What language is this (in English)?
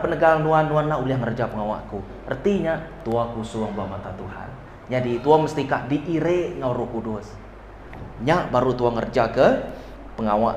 Iban